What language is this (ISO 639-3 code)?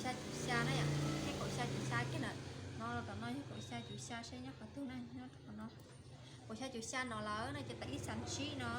hmn